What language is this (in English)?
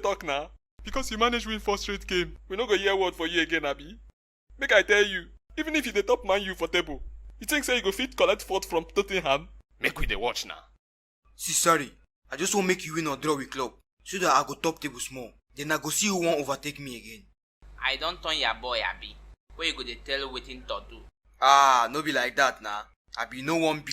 Nigerian Pidgin